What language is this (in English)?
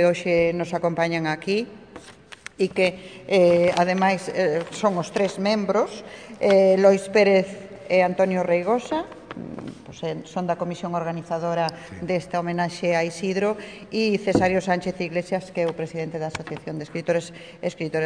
Galician